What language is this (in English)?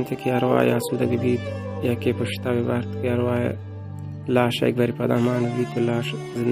Baluchi